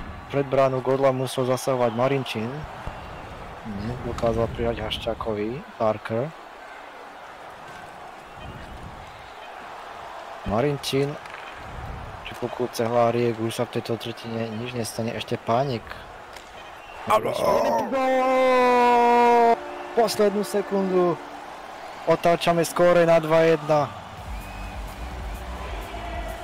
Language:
Slovak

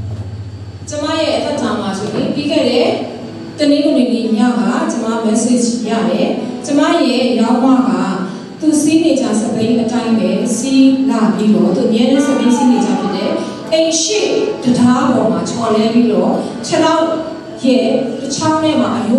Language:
Burmese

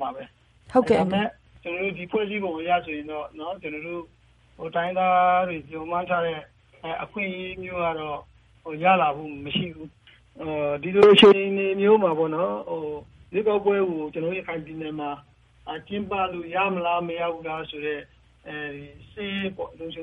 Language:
Burmese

